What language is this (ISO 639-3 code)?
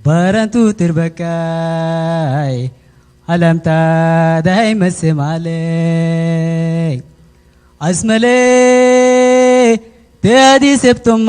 tir